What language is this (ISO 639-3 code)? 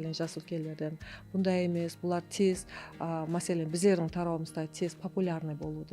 kaa